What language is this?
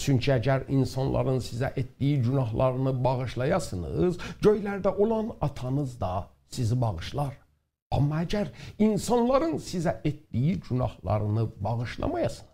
South Azerbaijani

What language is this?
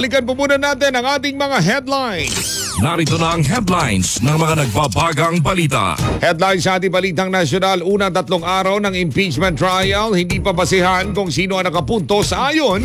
Filipino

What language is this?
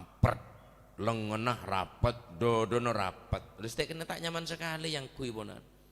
Madurese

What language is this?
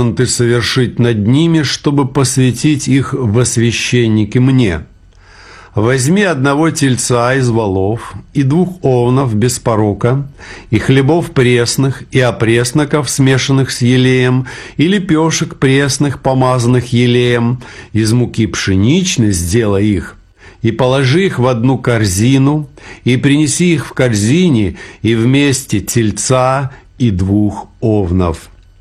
Russian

